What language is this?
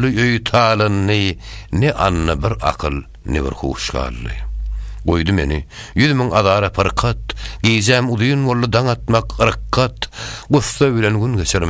Turkmen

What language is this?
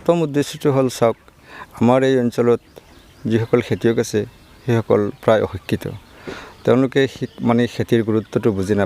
Assamese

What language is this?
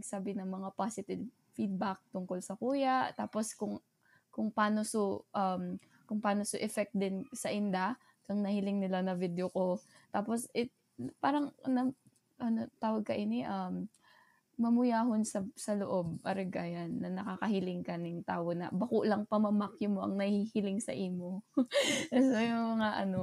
Bikol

